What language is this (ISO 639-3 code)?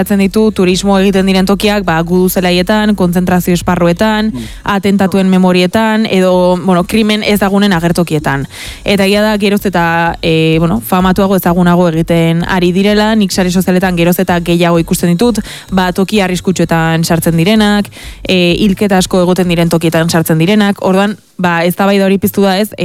eus